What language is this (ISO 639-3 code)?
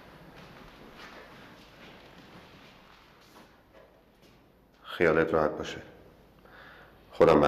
fas